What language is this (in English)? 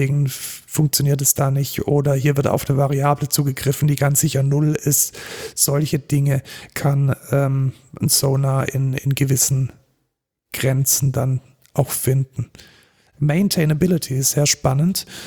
German